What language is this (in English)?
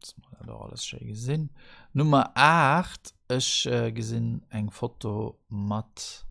Luxembourgish